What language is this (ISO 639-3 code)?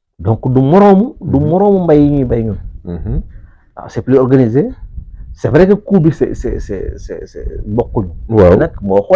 wol